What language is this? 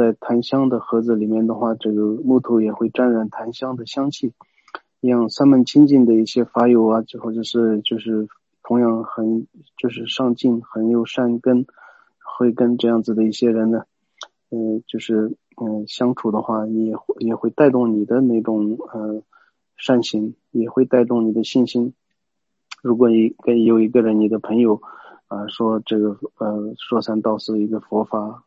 Chinese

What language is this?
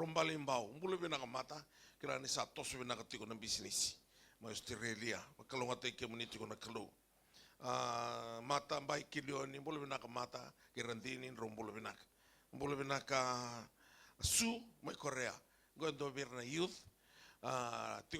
Fijian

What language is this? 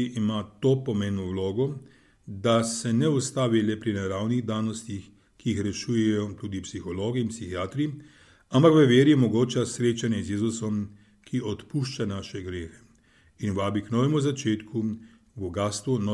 Slovenian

